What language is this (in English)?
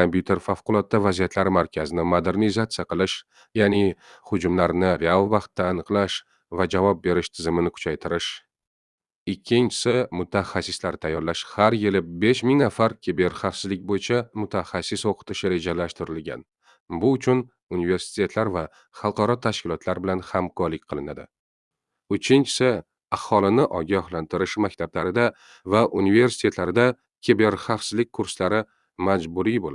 Uzbek